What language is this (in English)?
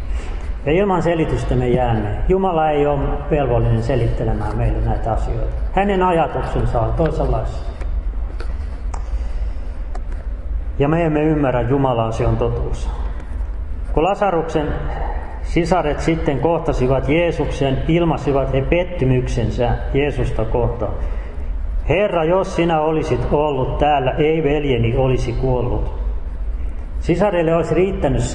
Finnish